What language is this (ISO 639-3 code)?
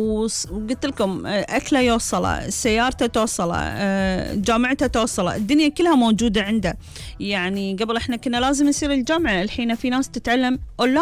afb